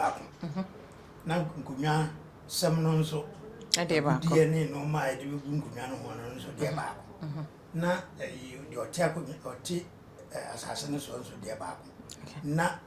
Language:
Akan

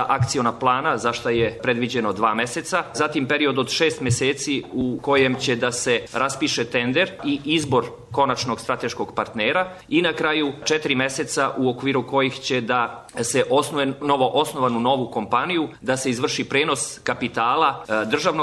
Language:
Serbian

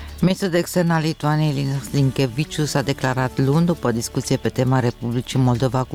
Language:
Romanian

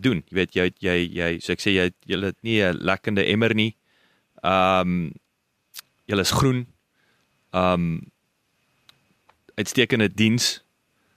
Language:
Afrikaans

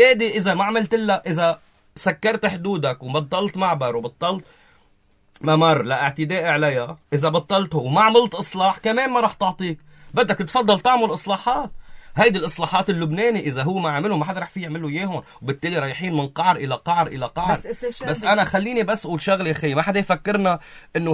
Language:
North Levantine Arabic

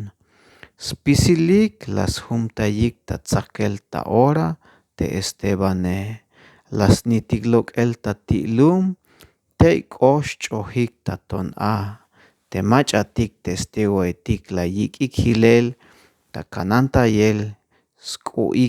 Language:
Tzeltal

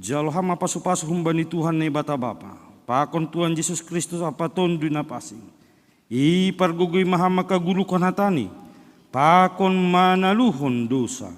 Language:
Batak Simalungun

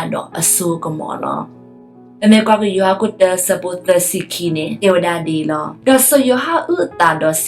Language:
S'gaw Karen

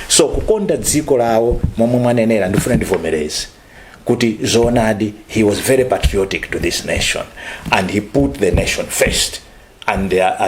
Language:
Nyanja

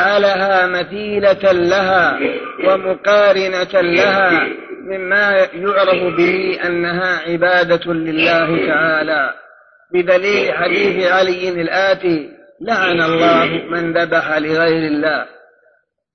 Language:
Arabic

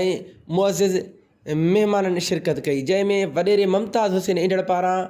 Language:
Sindhi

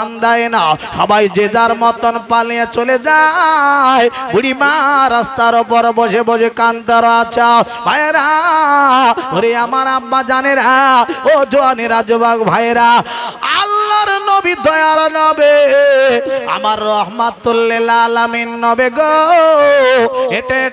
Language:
Bangla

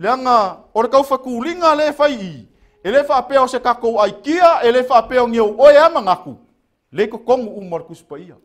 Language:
Samoan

